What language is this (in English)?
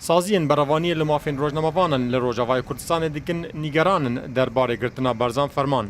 Kurdish